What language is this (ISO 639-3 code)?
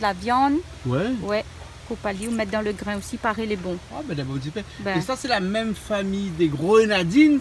rcf